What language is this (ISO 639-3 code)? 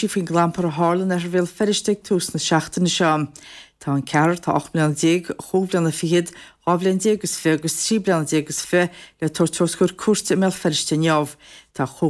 gle